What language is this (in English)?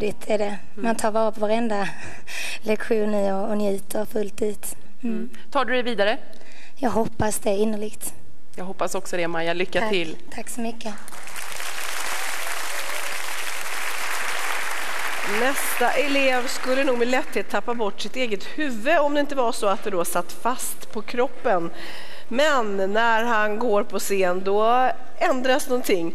Swedish